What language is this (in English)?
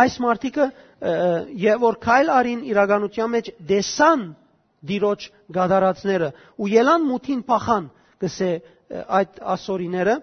Western Armenian